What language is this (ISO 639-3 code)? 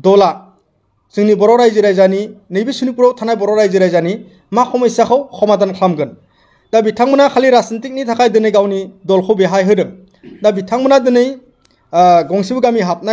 brx